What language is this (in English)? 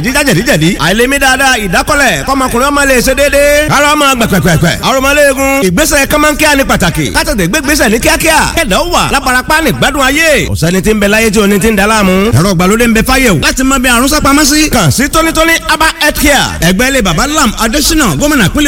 Yoruba